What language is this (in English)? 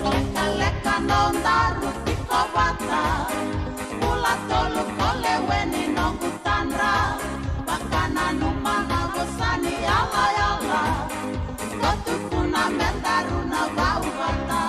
Fijian